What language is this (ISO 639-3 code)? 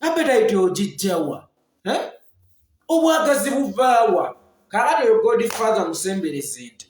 lug